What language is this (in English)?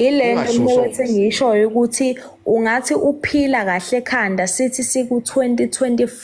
Zulu